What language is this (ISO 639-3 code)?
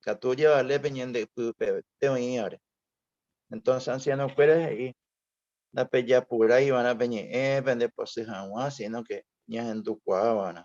grn